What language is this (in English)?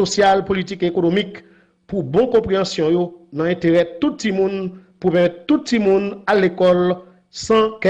Haitian Creole